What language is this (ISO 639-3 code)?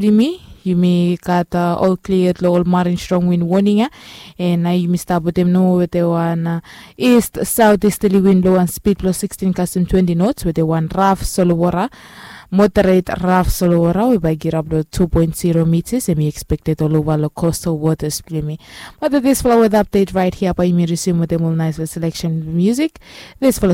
bis